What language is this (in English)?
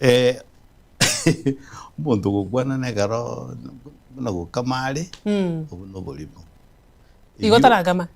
Gusii